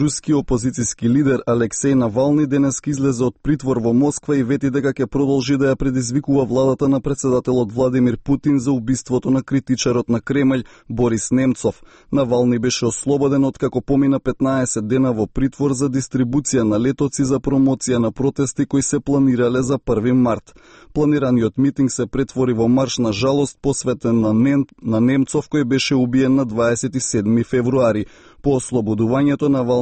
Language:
Macedonian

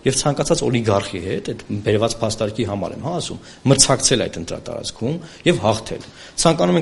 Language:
Armenian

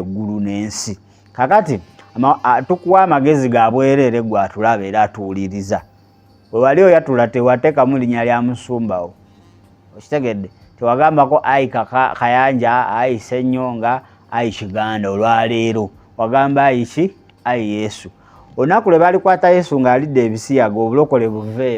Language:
Ganda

